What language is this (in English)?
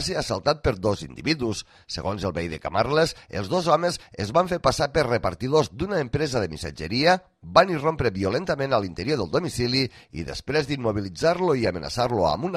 Catalan